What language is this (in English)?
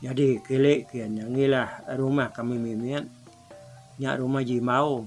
Iban